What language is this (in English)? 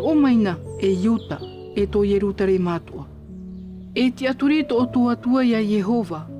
Tahitian